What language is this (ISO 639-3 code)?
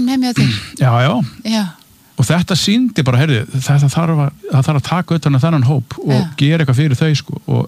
isl